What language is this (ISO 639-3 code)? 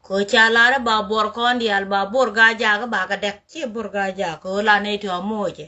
nus